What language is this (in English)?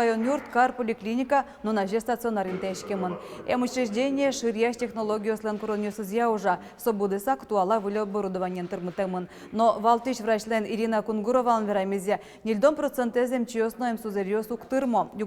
Udmurt